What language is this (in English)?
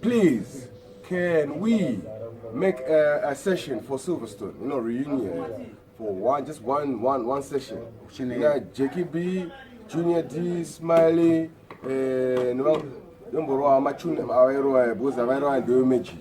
Shona